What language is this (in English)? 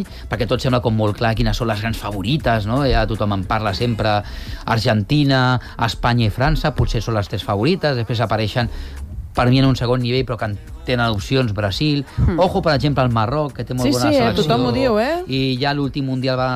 Catalan